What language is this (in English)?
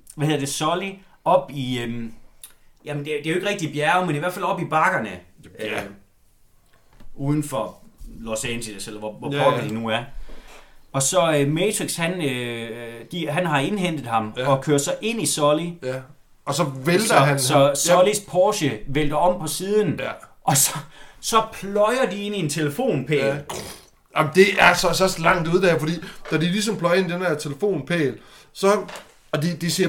Danish